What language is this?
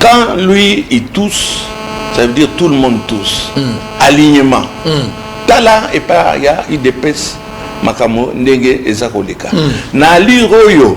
Lingala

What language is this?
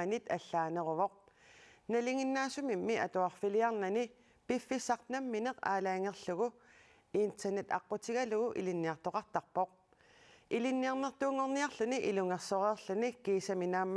Kalaallisut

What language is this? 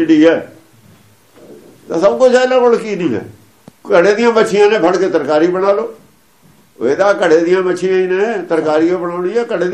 Punjabi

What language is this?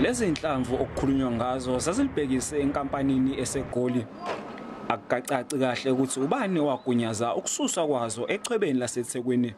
Zulu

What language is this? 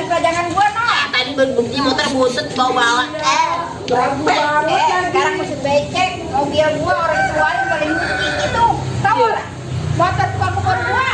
Betawi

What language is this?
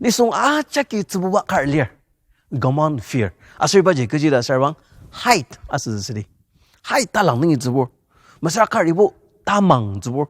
Ao Naga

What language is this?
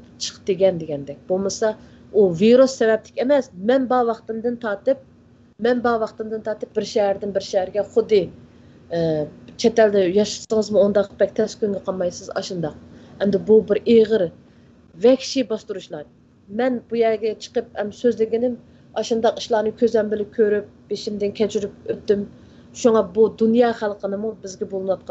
Uyghur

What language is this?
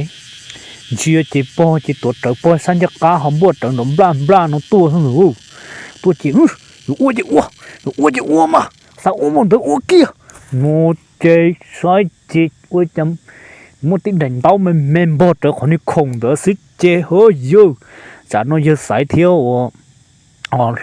Hmong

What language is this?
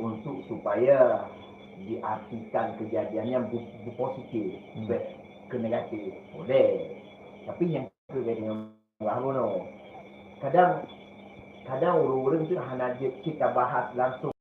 Achinese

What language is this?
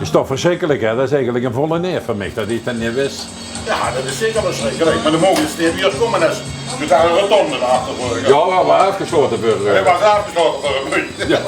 Limburgish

